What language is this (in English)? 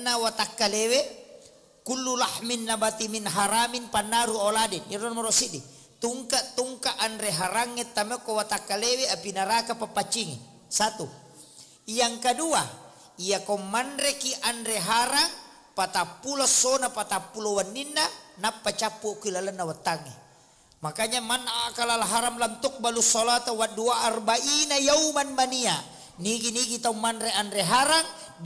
Buginese